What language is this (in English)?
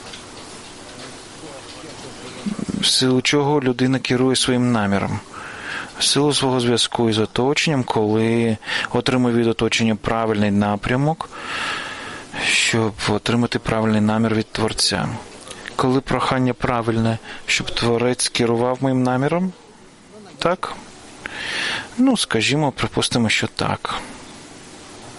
Ukrainian